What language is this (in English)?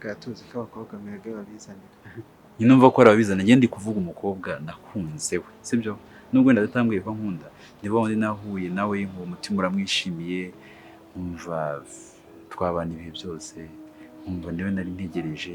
Kinyarwanda